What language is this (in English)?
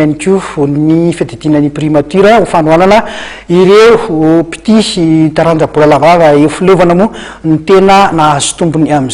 Malagasy